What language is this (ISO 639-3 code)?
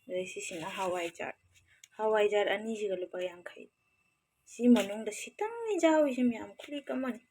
mni